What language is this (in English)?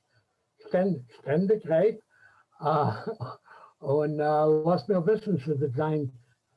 Yiddish